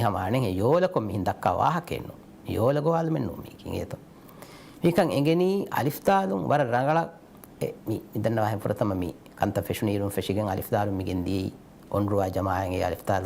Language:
Divehi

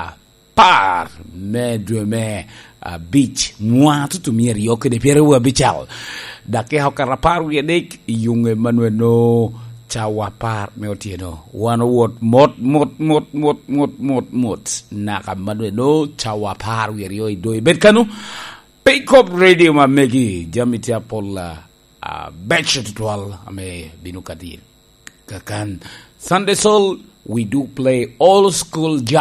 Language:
Lango (Uganda)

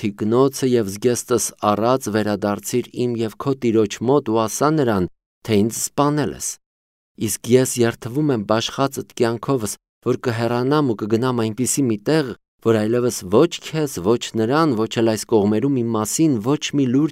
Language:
Armenian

